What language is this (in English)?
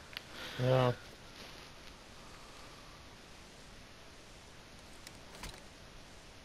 Turkish